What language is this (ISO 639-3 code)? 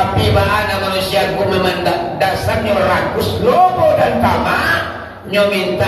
min